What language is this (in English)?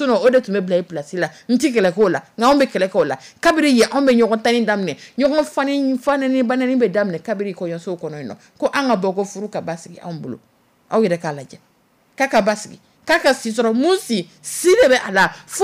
Dyula